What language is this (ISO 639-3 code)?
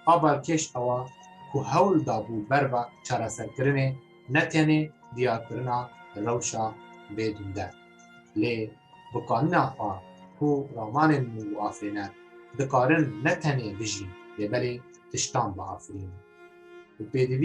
kur